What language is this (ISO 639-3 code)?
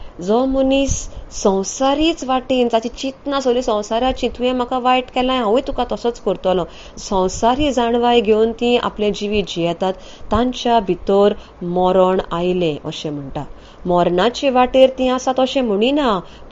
kok